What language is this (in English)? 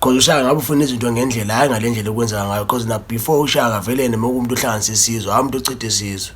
Zulu